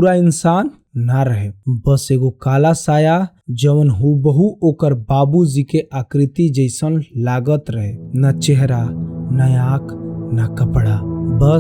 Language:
Bhojpuri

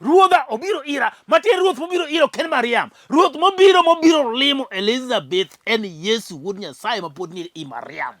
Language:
Luo (Kenya and Tanzania)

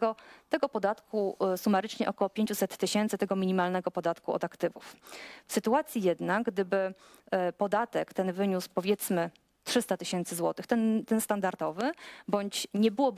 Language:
Polish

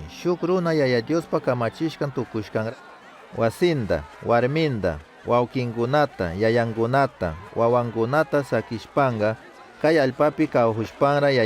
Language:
Chimborazo Highland Quichua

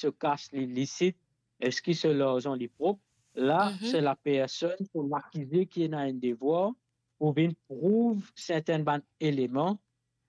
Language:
Morisyen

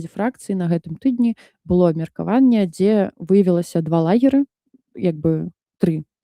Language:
Belarusian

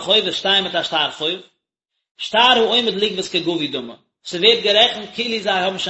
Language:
Yiddish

